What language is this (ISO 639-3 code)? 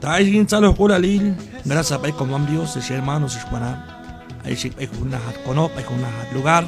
kjb